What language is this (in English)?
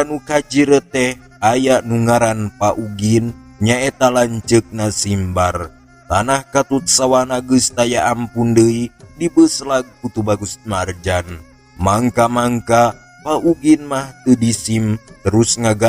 Sundanese